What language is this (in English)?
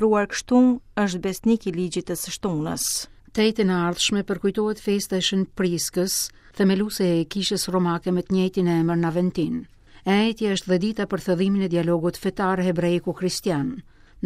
Albanian